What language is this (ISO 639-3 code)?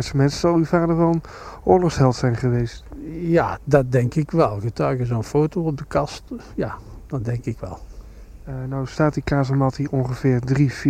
nld